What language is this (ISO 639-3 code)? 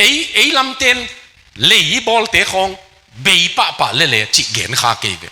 ctd